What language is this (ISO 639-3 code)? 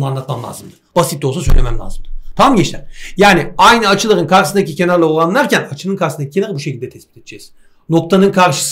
tur